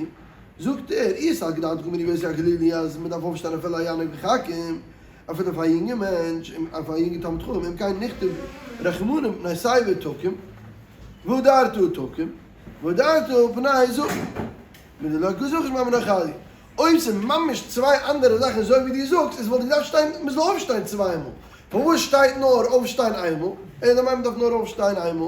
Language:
Yiddish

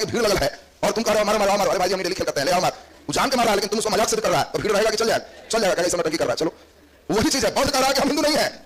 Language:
Hindi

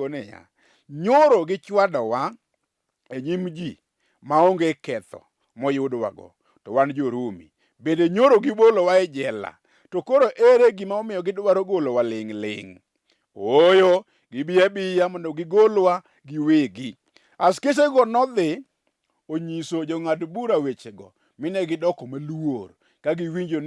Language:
Luo (Kenya and Tanzania)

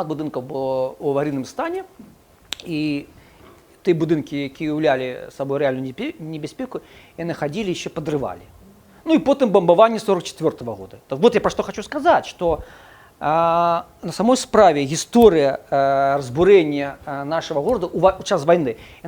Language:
Belarusian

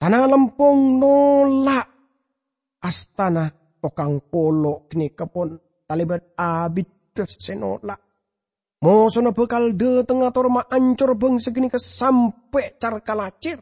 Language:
Madurese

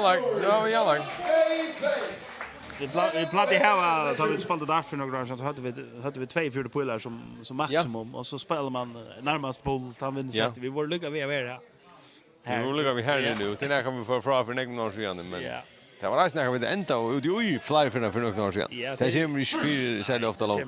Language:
Faroese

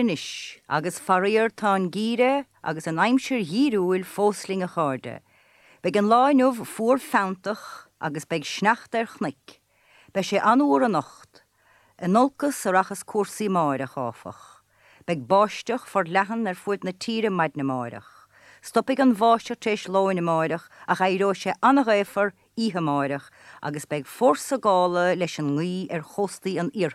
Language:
Irish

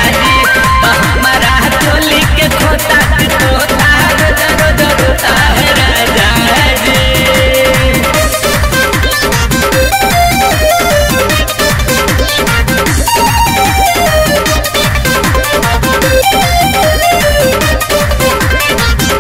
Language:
Bhojpuri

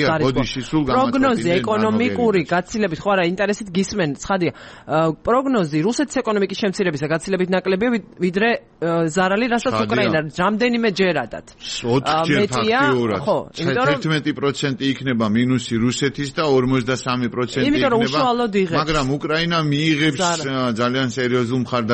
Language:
Georgian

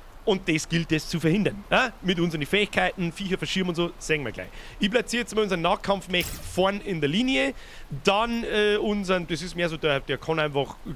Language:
Bavarian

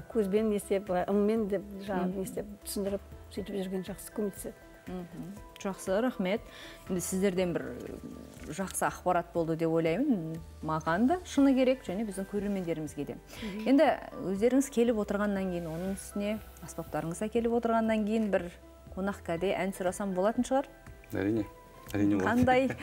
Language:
Kazakh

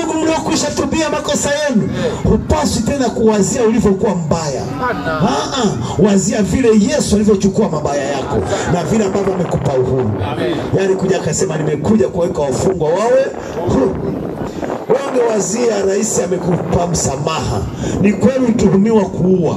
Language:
Swahili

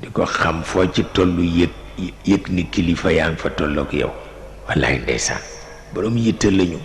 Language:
Wolof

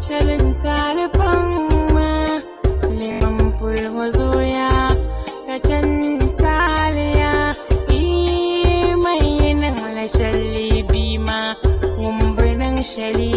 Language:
Dagbani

